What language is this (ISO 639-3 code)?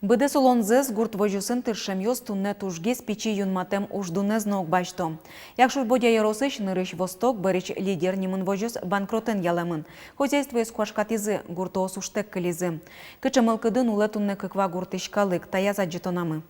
udm